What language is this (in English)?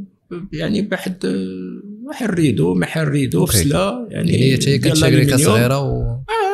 Moroccan Arabic